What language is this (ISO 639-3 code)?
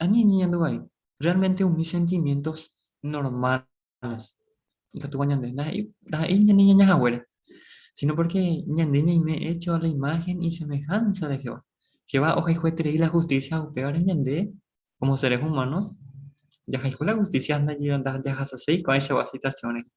grn